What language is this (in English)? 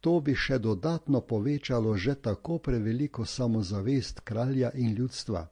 Slovenian